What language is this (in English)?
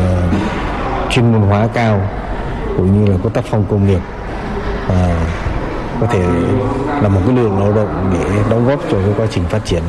Vietnamese